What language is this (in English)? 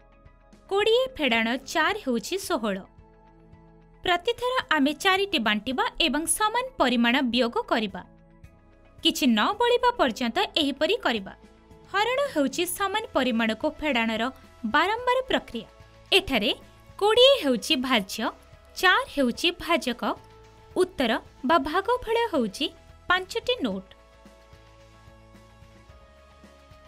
Odia